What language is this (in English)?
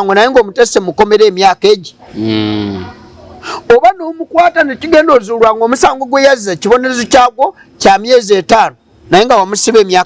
Ganda